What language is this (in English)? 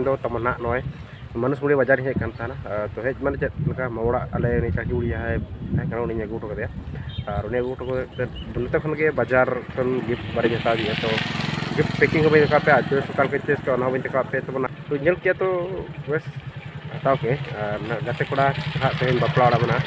Santali